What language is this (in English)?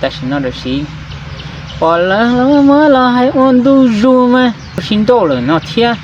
Hmong